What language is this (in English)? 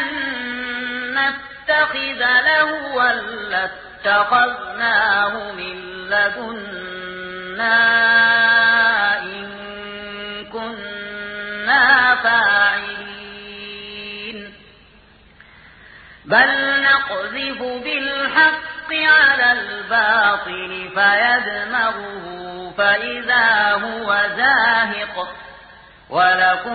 Arabic